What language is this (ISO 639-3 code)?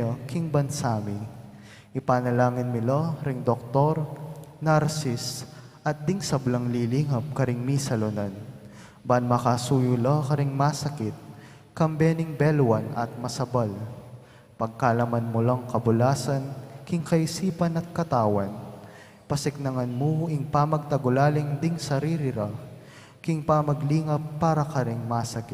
pam